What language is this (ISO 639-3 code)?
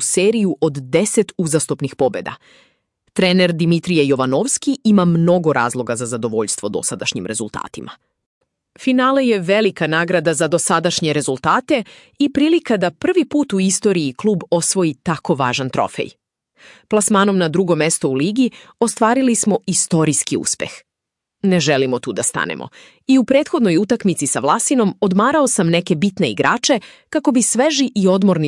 srp